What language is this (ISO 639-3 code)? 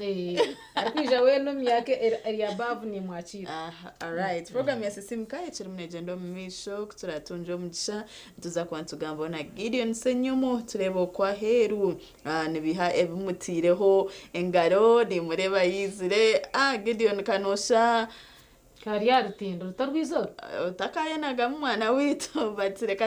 nyn